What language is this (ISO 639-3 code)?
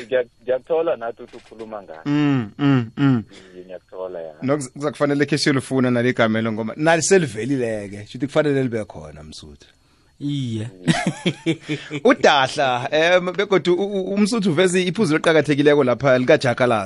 nbl